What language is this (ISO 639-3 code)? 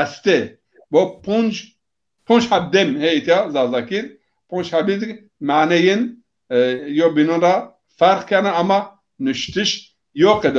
zza